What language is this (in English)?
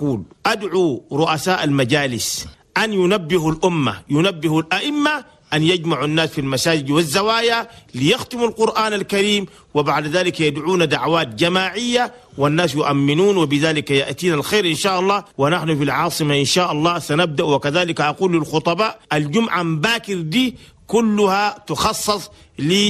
Chadian Arabic